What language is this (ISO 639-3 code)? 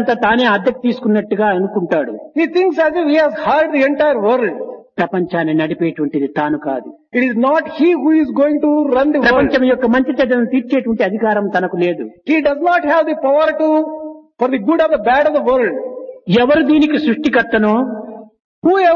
tel